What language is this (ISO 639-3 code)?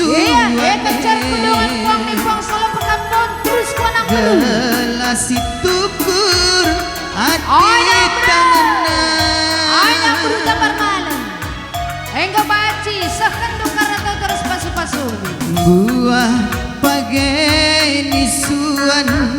btx